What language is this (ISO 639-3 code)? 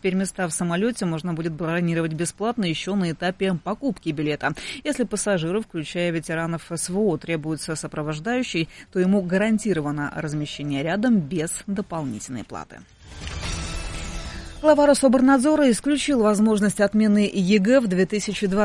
rus